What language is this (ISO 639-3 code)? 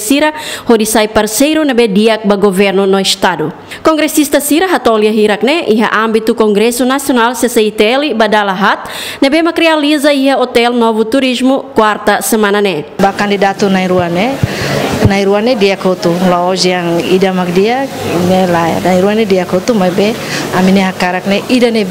tet